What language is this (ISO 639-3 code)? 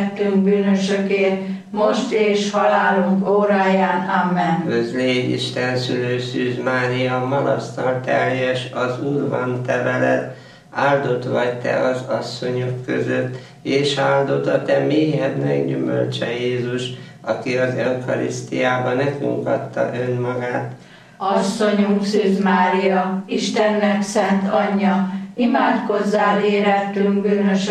hun